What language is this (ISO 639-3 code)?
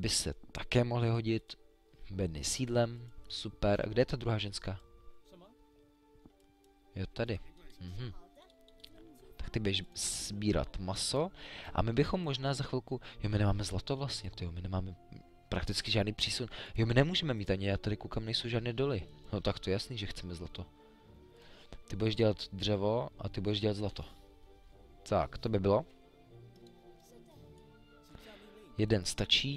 ces